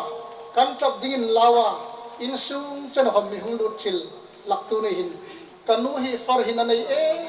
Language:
Hmar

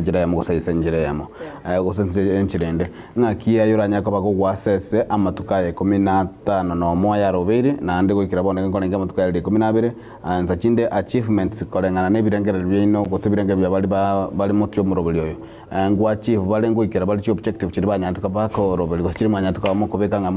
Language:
Gusii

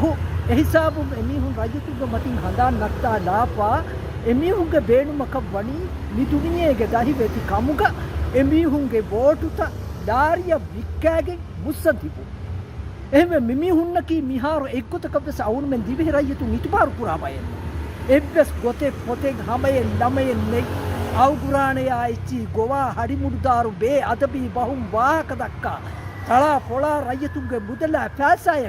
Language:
Divehi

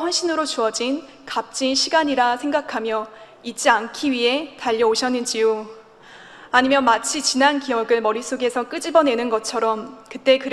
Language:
Korean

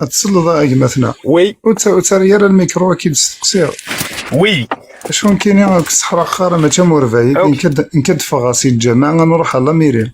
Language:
Kabyle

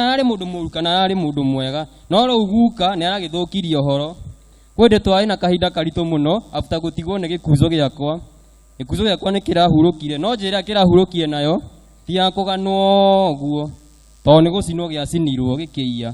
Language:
Kikuyu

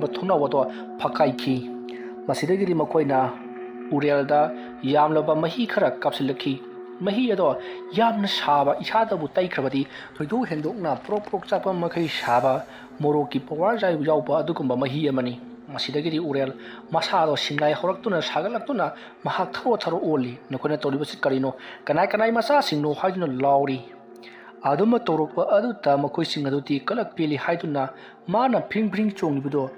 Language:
Manipuri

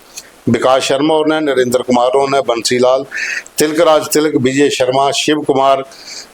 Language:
Dogri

